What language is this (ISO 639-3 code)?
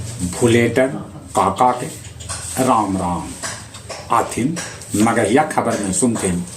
mag